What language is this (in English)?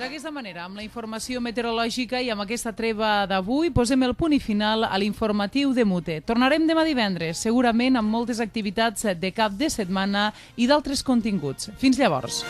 Catalan